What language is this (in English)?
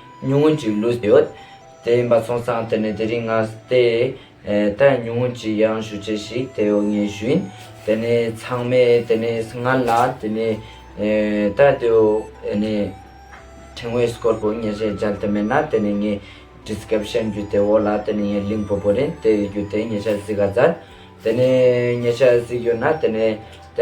Ladakhi